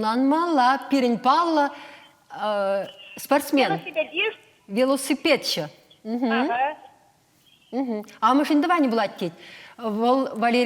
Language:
Chuvash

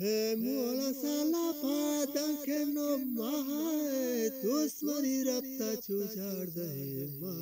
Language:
Eastern Balochi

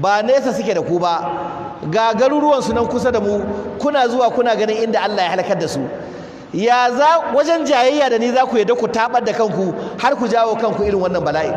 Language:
Hausa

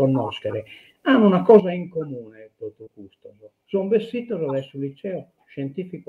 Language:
Sardinian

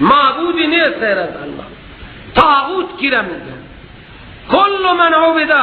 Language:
Persian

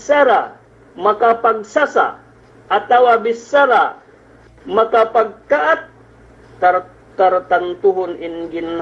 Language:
Yakan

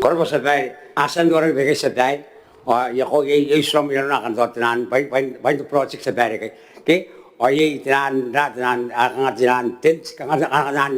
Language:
Gilbertese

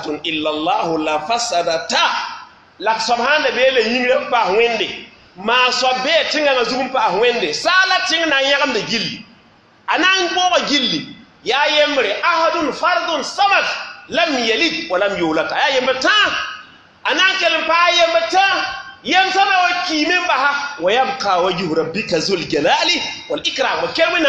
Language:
Mossi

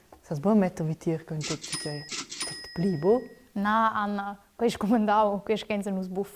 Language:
Romansh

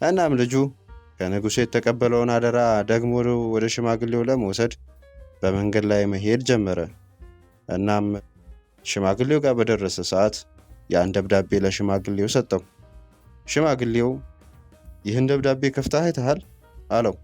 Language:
Amharic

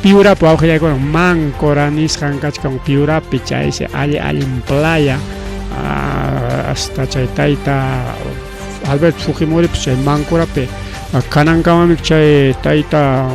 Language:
Ayacucho Quechua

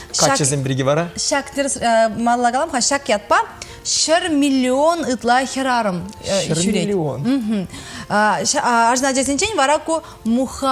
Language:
Chuvash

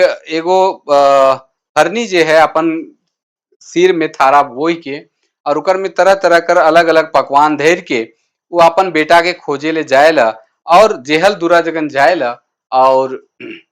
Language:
Sadri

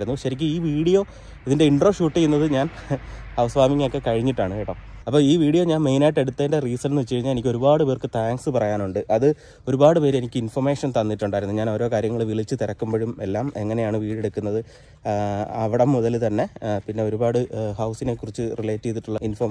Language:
Malayalam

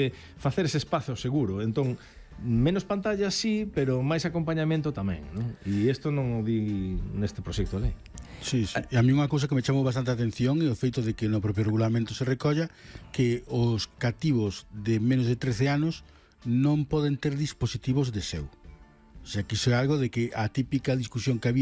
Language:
Galician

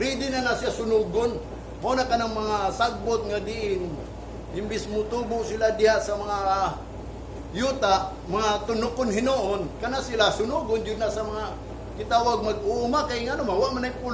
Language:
Cebuano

